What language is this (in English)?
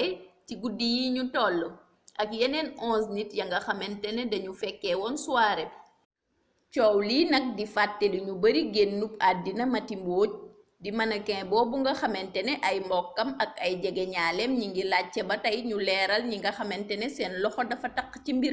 Wolof